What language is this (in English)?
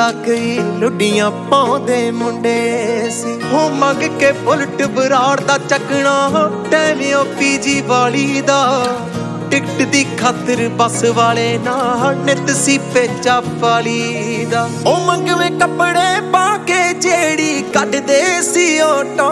Punjabi